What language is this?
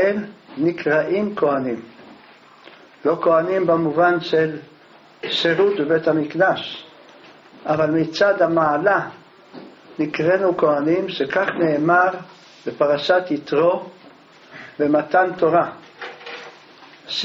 Hebrew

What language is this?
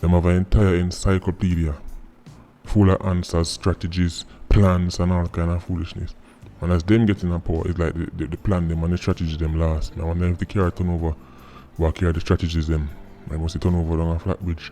Jamaican Creole English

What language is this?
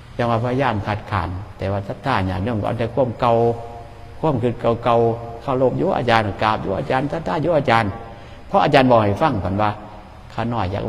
Northeastern Thai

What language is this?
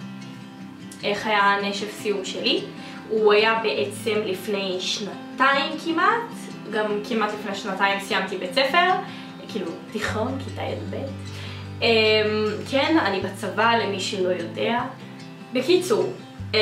Hebrew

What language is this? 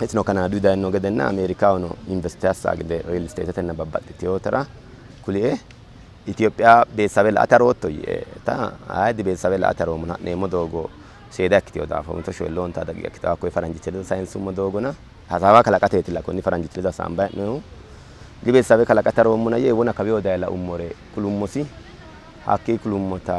Sidamo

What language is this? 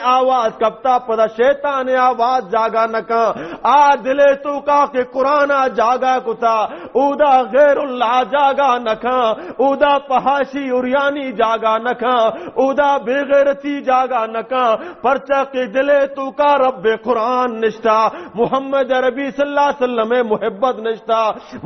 Baluchi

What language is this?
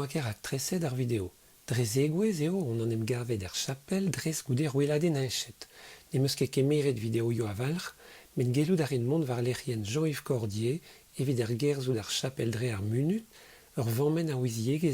Breton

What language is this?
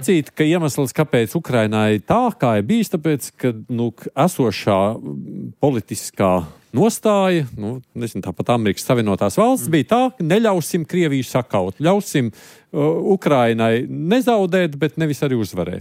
Latvian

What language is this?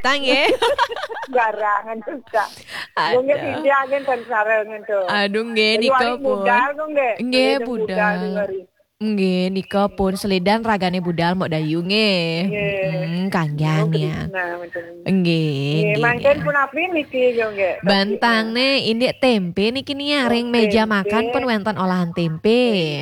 Balinese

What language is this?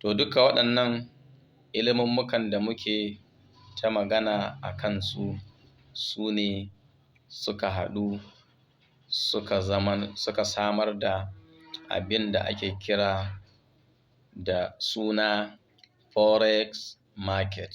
Hausa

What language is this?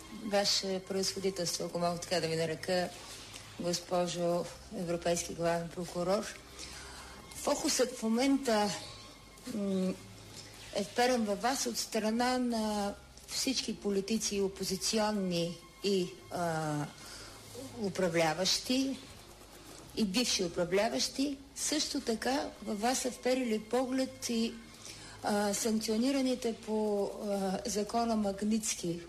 Bulgarian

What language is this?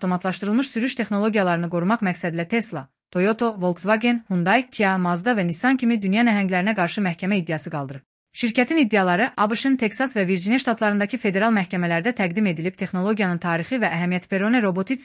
Azerbaijani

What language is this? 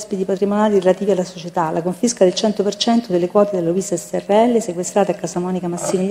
Italian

